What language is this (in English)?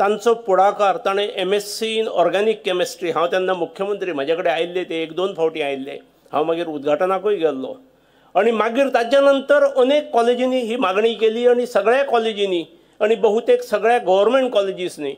Konkani